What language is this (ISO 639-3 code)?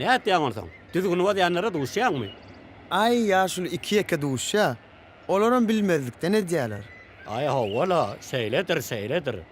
tuk